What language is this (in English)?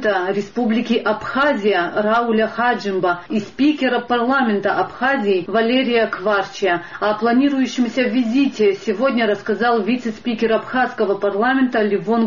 Russian